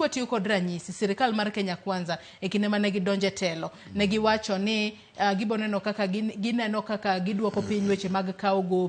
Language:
Luo (Kenya and Tanzania)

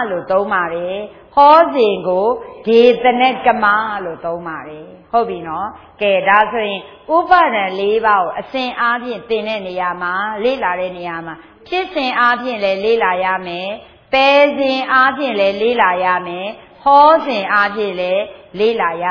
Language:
Burmese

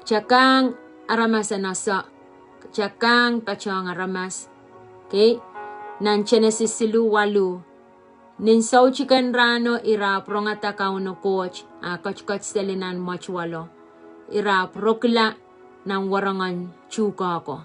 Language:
Pohnpeian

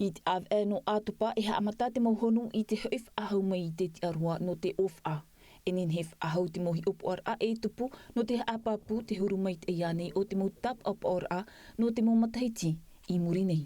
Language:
Tahitian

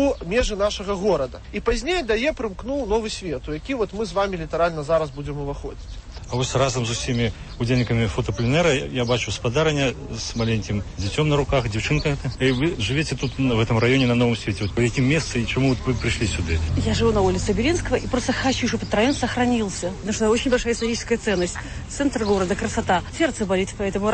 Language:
Belarusian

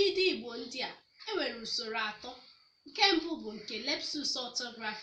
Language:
Igbo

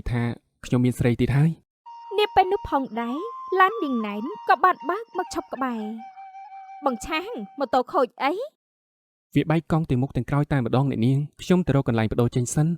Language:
Khmer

